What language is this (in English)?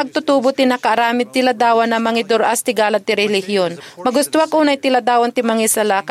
Iloko